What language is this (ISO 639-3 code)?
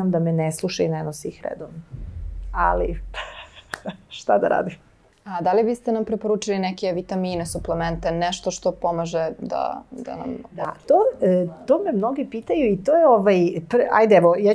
srp